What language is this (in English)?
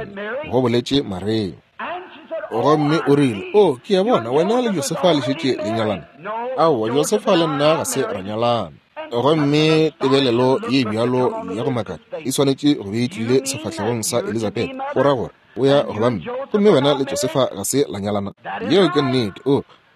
Northern Sotho